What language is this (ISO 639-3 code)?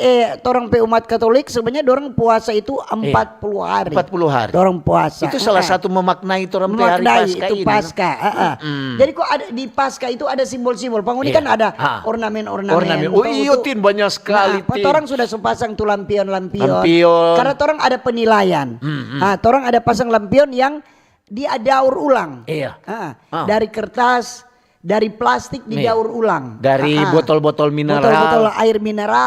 xmm